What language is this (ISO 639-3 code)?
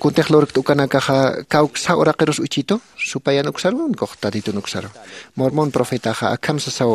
aym